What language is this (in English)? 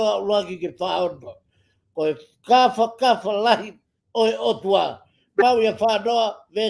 Tongan